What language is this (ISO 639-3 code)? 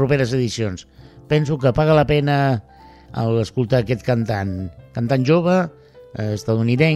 cat